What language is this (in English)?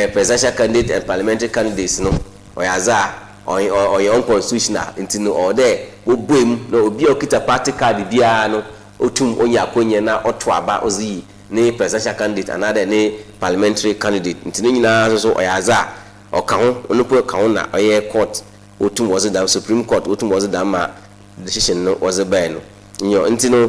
Akan